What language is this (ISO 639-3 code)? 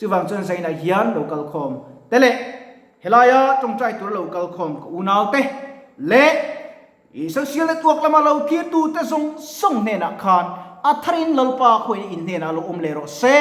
lus